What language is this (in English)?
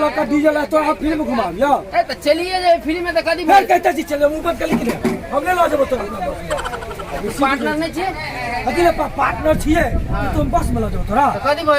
Maithili